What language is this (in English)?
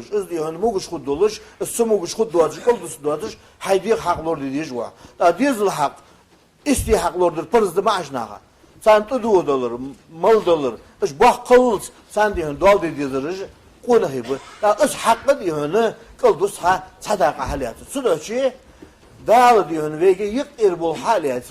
Ingush